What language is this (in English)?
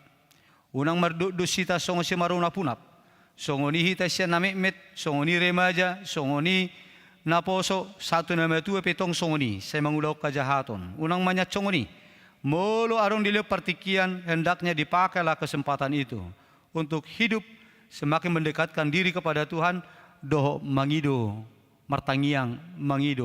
Batak Toba